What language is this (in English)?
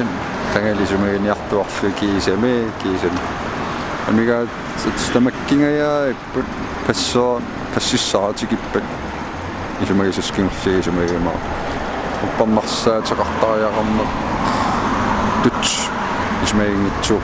Kalaallisut